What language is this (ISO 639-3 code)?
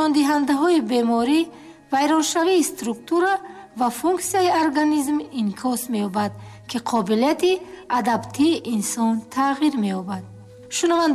tgk